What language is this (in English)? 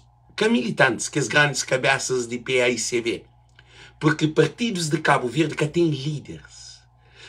Kabuverdianu